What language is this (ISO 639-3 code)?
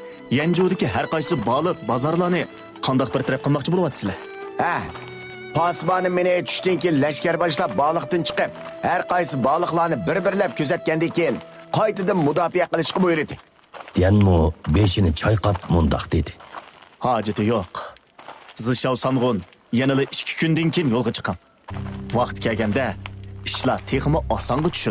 uig